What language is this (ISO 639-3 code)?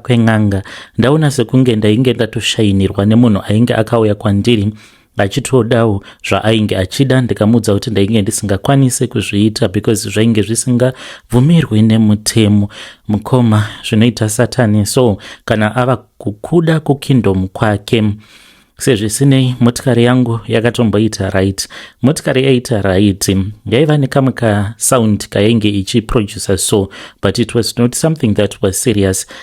sna